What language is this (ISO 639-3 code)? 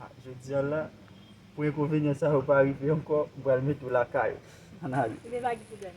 hat